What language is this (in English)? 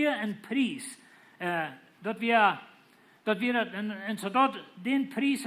Plautdietsch